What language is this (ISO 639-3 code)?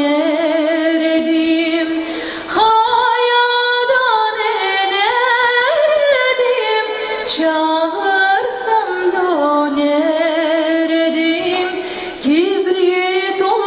crh